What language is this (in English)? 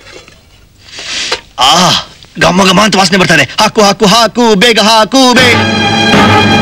Kannada